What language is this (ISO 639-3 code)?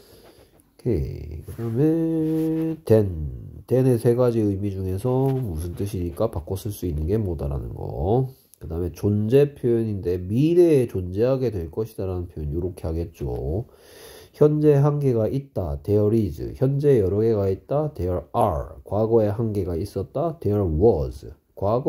kor